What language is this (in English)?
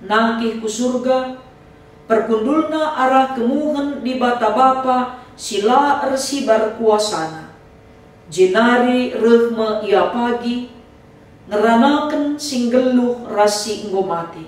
Batak Karo